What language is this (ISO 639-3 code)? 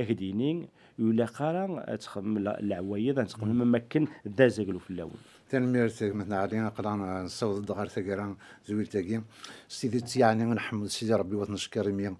kab